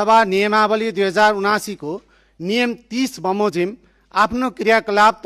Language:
Nepali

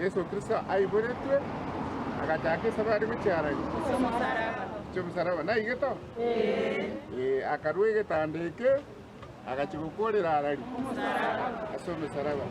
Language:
Gusii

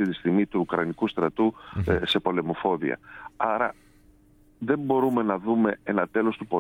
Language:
Greek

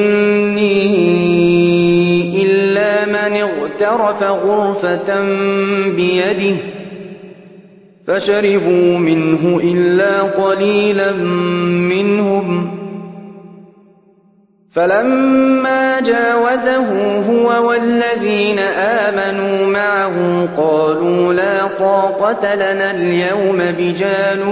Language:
Arabic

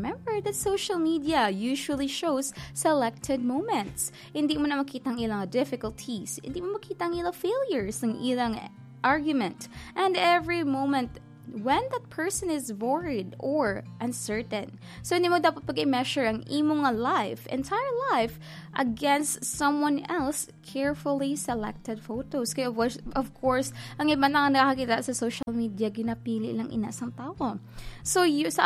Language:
Hiligaynon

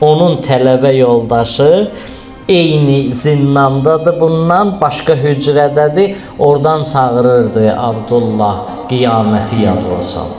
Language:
Azerbaijani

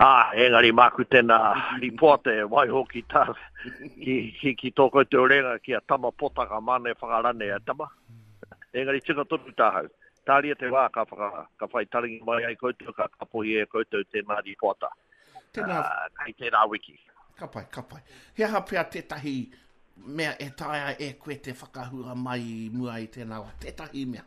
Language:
Māori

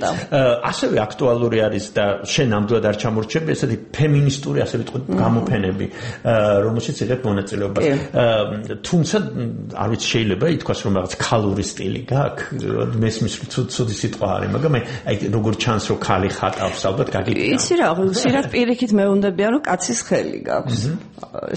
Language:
Georgian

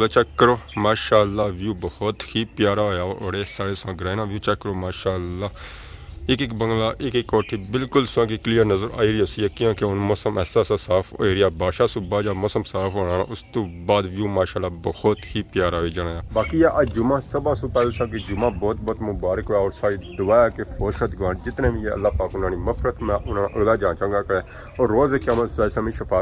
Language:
Pahari-Potwari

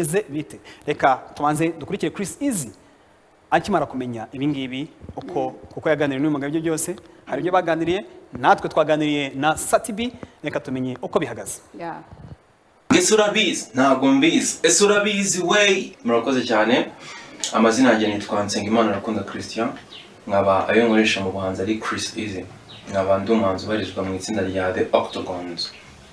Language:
Kinyarwanda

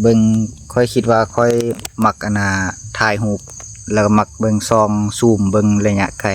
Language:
Lao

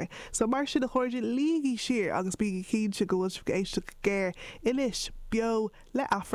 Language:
Irish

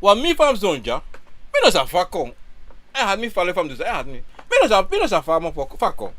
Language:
Sranan Tongo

